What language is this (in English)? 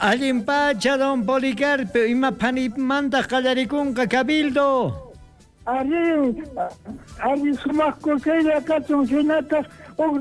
South Bolivian Quechua